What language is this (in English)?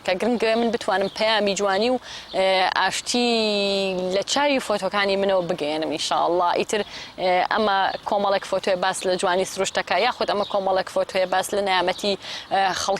Central Kurdish